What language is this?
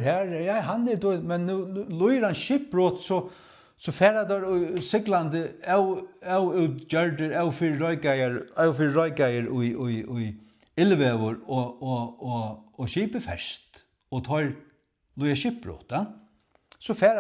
Faroese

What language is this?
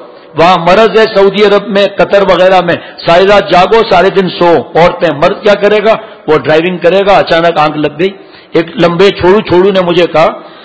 Urdu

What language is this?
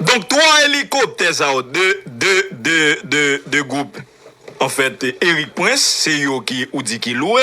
Haitian Creole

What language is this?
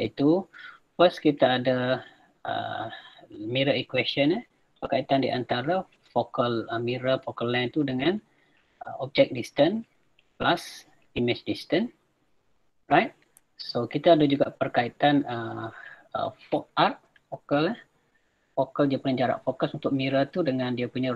Malay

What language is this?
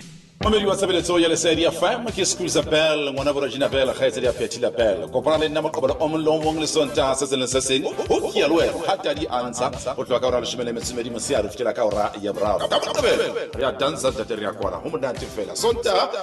Southern Sotho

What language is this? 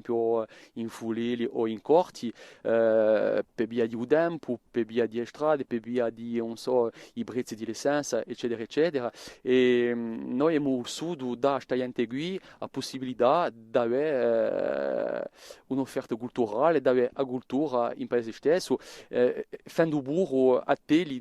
Corsican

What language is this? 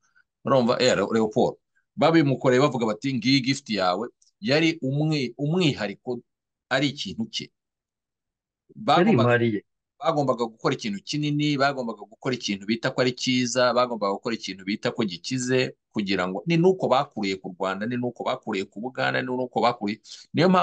Kinyarwanda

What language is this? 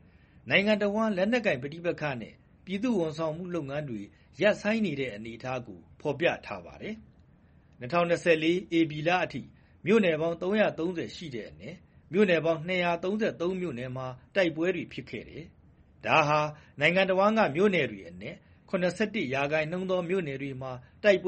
Burmese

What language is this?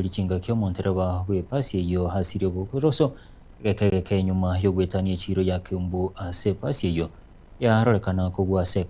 Gusii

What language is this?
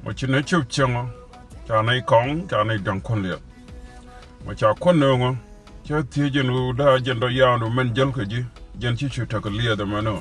Nuer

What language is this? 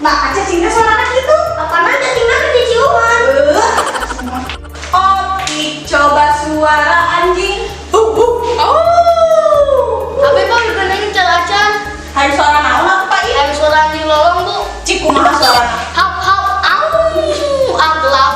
Sundanese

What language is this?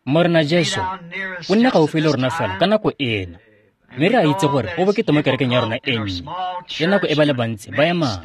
Tswana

